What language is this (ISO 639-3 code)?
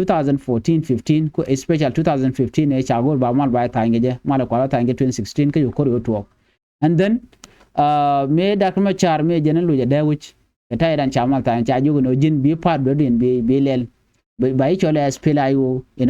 nus